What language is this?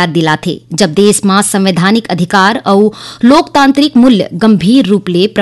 Chhattisgarhi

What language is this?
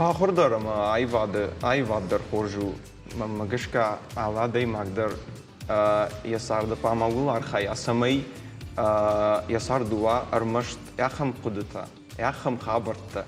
Ossetic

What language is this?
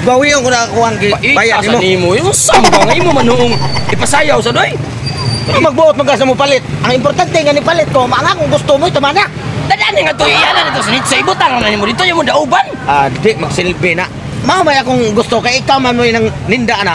Cebuano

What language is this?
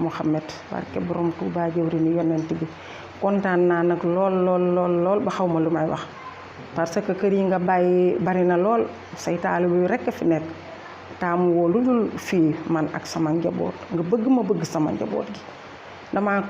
Wolof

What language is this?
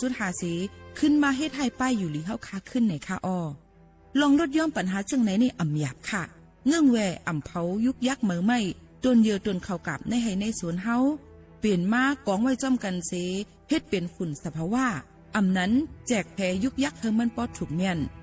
Shan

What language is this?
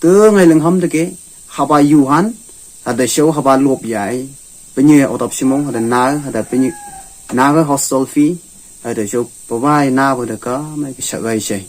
Phom Naga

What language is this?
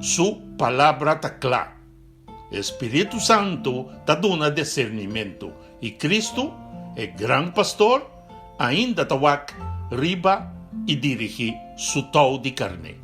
Papiamento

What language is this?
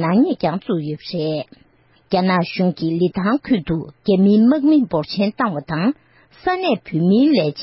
Tibetan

